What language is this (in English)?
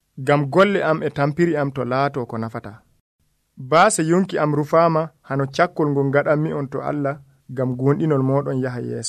Nigerian Fulfulde